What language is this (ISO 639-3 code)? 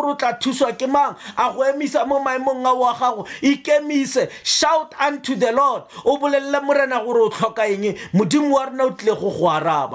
tsn